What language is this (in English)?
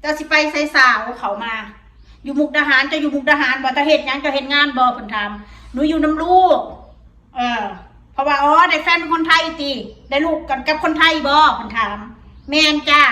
Northeastern Thai